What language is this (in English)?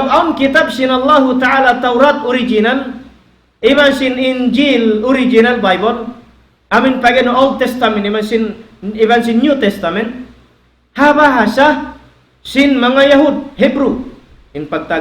Tausug